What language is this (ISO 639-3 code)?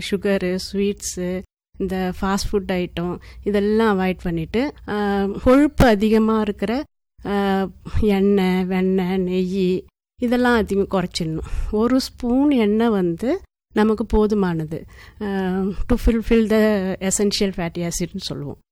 tam